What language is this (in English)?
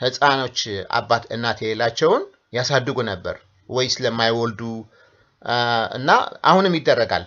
Amharic